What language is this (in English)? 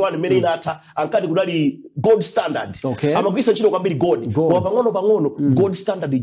Nyanja